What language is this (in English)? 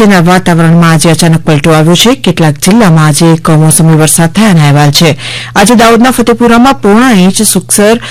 Gujarati